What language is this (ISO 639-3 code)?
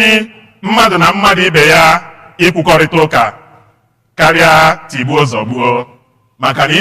ibo